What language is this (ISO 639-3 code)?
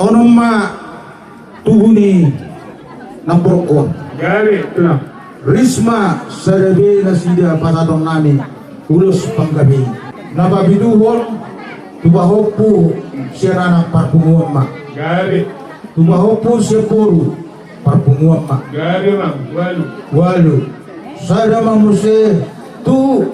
bbc